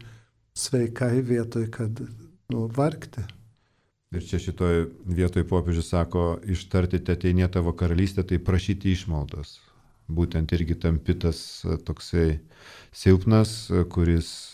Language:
Lithuanian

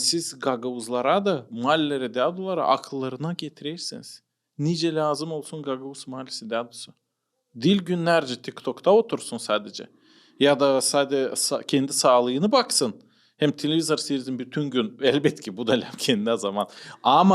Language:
Gagauz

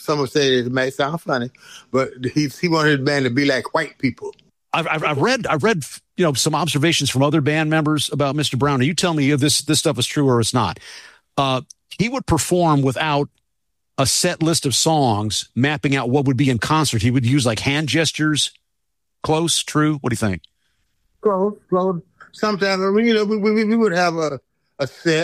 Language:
English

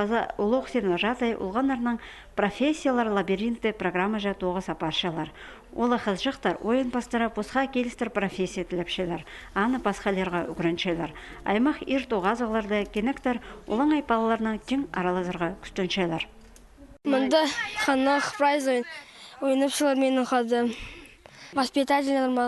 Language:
Khakas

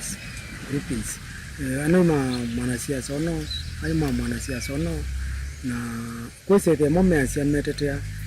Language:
Kamba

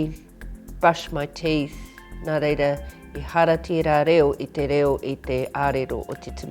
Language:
Māori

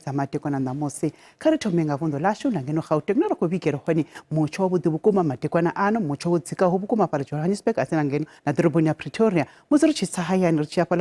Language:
Venda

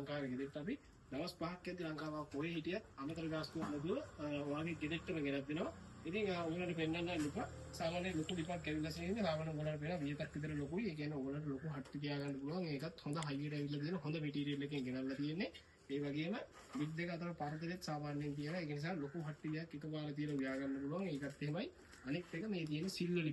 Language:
Sinhala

